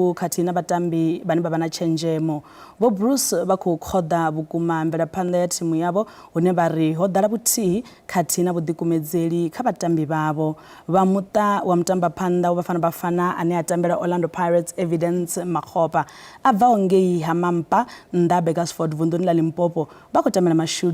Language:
Venda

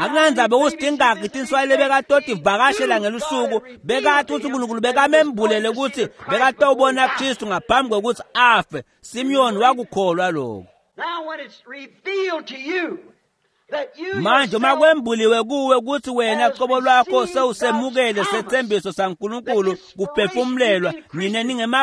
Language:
Swati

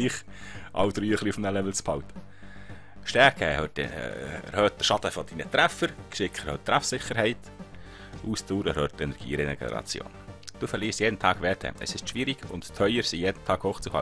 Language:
Swiss German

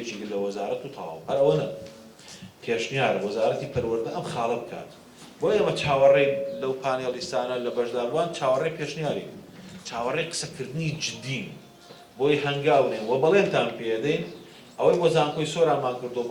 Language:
Central Kurdish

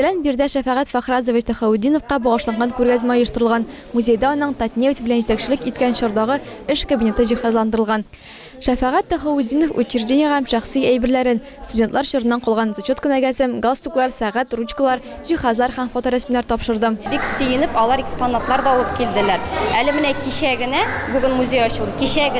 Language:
Tatar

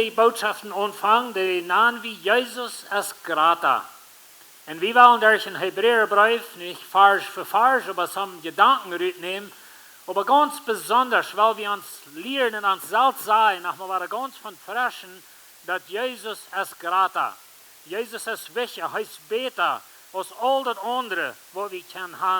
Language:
Plautdietsch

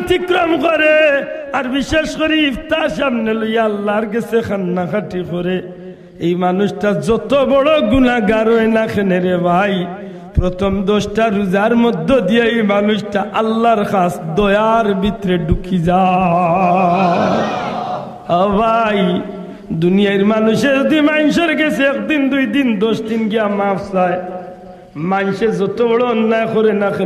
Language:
Sylheti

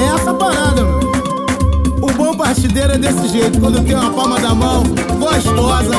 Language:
Portuguese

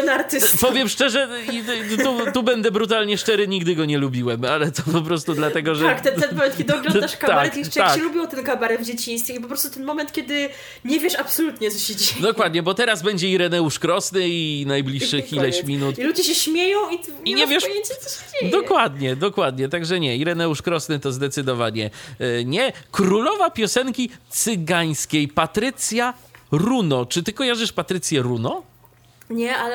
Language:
Polish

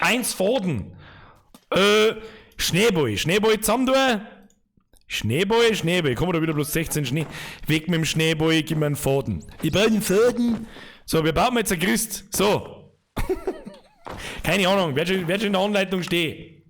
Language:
Bavarian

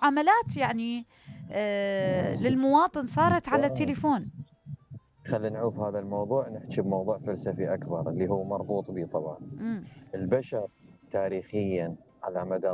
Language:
Mesopotamian Arabic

